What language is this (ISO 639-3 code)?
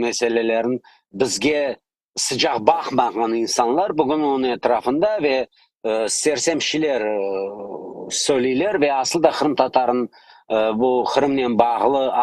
crh